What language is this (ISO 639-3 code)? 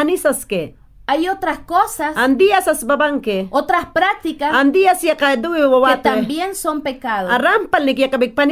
yan